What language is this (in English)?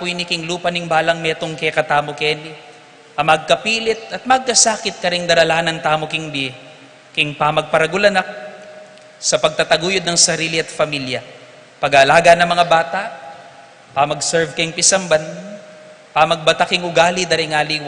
Pampanga